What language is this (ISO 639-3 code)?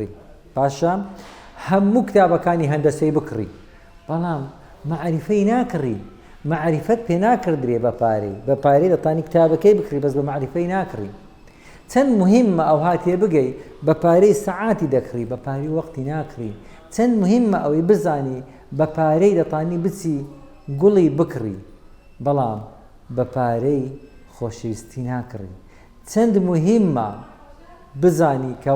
ckb